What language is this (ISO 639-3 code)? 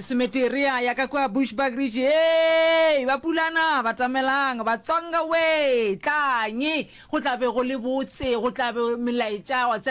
nso